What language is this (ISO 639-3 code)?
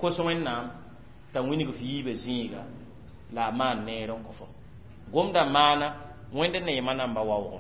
mos